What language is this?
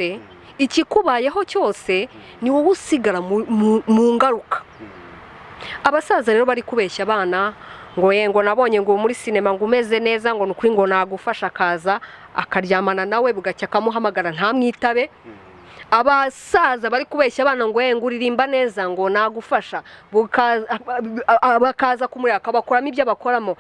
Kinyarwanda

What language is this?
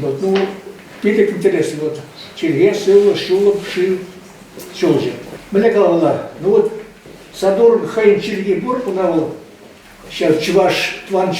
Chuvash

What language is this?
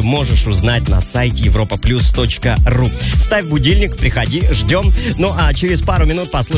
Russian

